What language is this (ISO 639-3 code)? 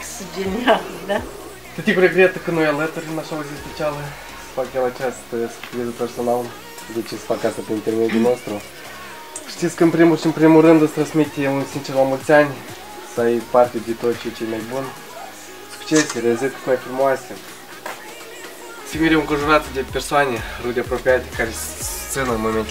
ron